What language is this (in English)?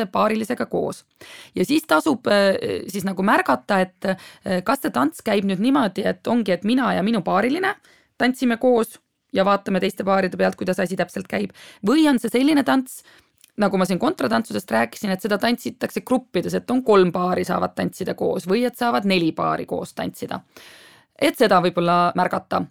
Estonian